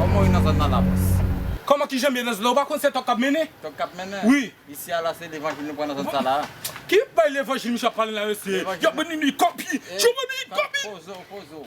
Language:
Haitian Creole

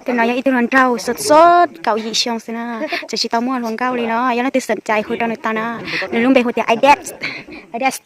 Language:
Hmong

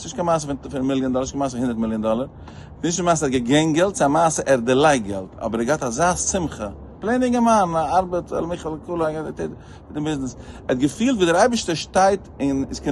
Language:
Yiddish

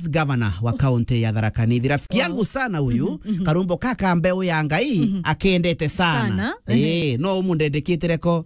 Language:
Meru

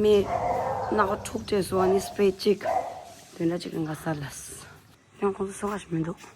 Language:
Tibetan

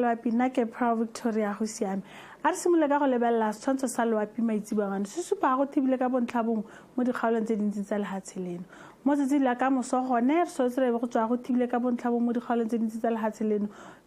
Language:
Tswana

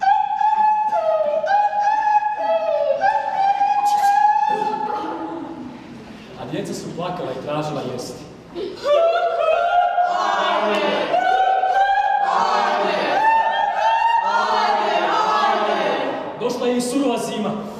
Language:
Croatian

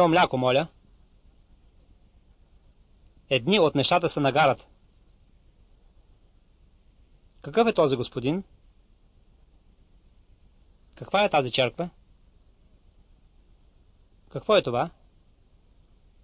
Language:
Bulgarian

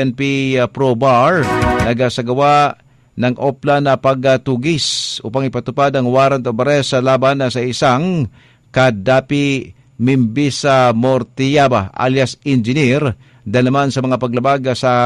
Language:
Cebuano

